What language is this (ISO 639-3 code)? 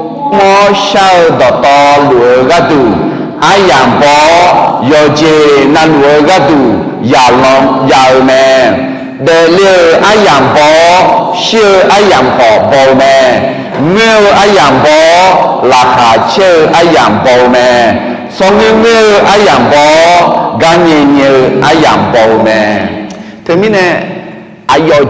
ahk